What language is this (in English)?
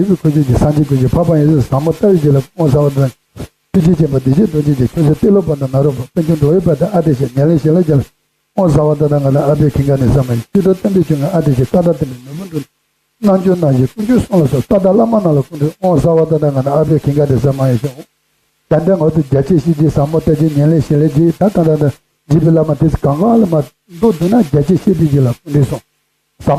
Tibetan